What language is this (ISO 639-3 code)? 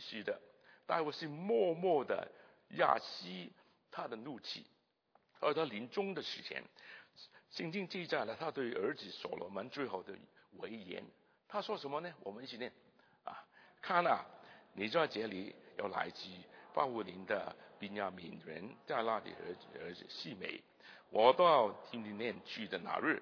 zho